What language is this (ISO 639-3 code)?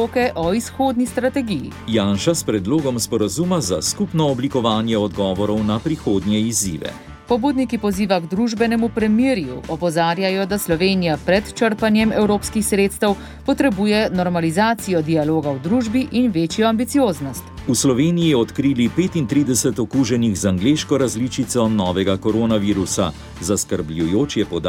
slv